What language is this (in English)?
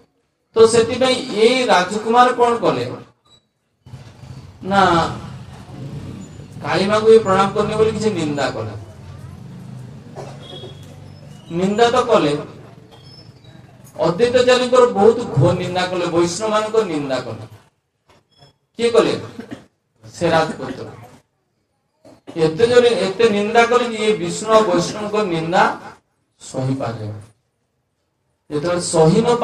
Odia